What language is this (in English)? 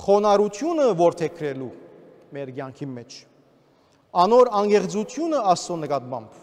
Western Armenian